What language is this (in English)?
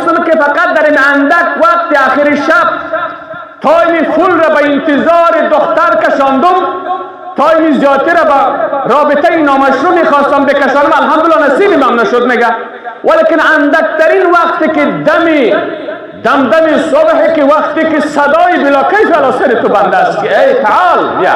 Persian